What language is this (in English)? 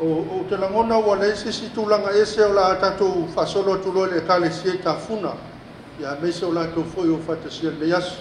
Samoan